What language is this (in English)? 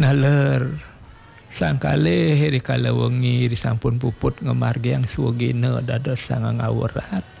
Balinese